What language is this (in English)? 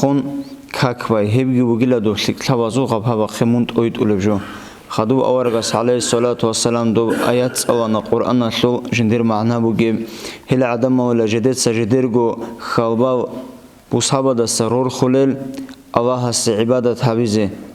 Avaric